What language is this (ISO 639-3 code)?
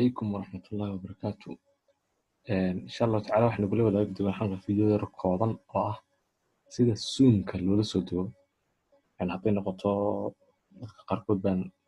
som